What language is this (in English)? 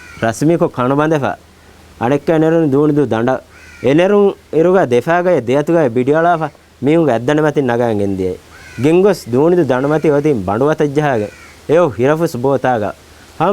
Divehi